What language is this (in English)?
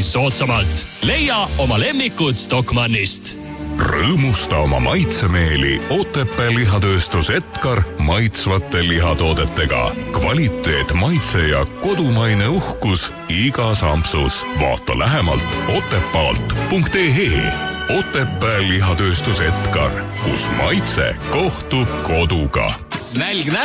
Estonian